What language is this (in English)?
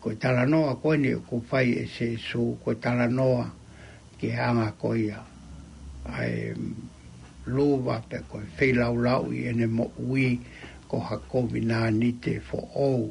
Tongan